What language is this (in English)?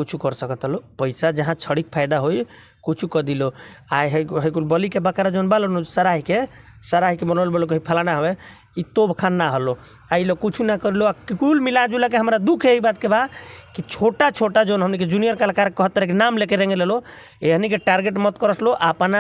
Bhojpuri